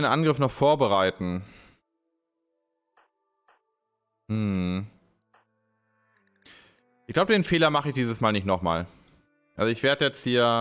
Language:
German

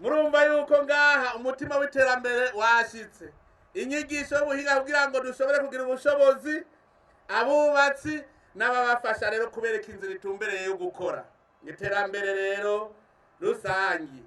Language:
Rundi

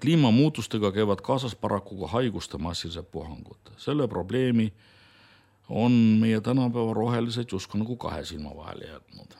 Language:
Estonian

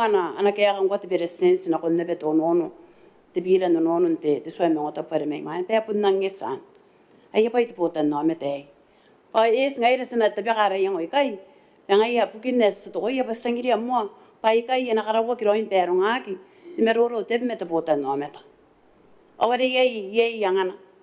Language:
Gilbertese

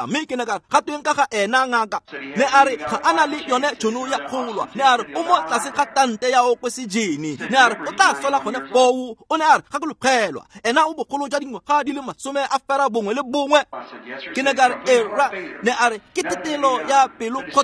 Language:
Tswana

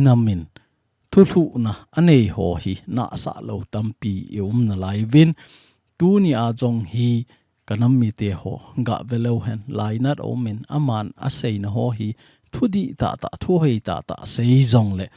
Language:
Thado Chin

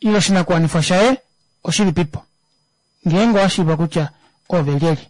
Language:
Kuanyama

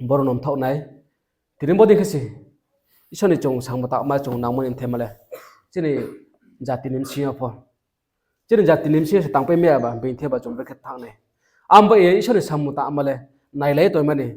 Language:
Riang (India)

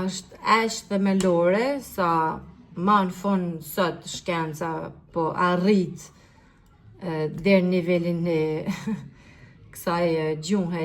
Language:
Albanian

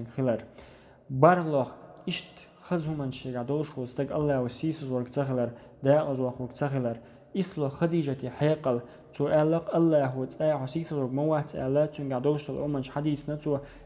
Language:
Chechen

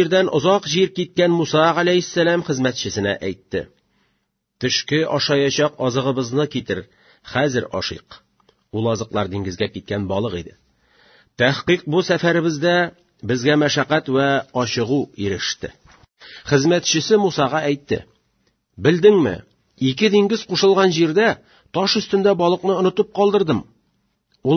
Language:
Tatar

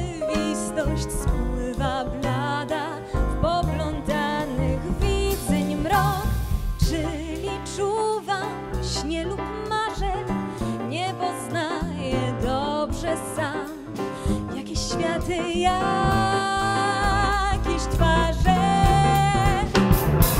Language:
Polish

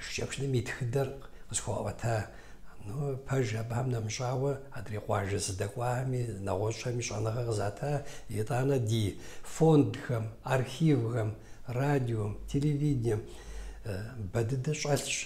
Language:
Kabardian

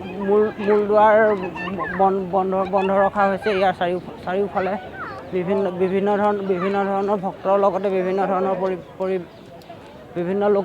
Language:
Assamese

